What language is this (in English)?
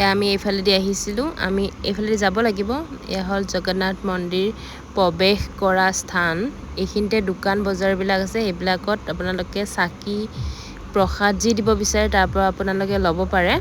Assamese